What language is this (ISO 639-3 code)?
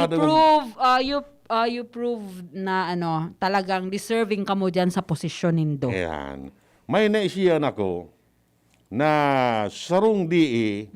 bik